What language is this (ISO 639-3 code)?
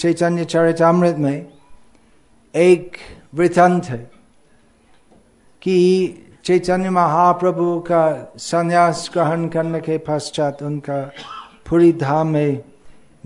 hin